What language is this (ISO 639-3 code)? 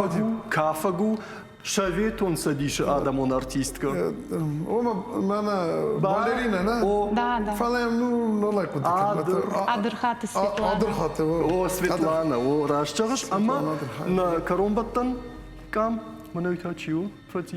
oss